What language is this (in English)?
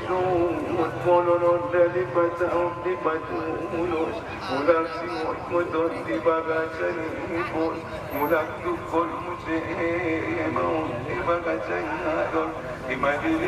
Batak Angkola